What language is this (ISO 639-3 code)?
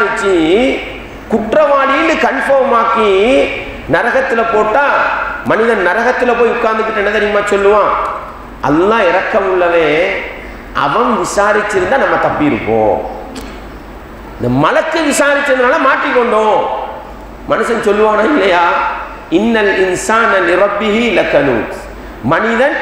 tam